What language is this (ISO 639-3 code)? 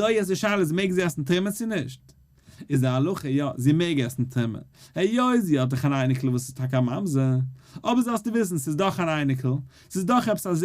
yid